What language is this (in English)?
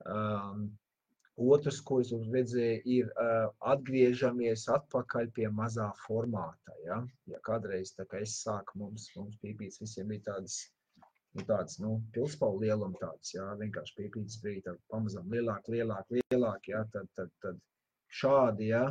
Latvian